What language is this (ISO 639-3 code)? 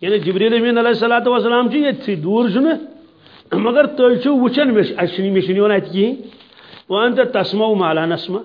kas